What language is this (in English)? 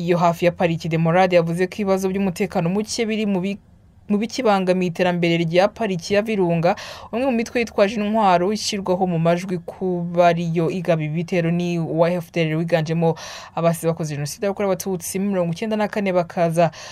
Kinyarwanda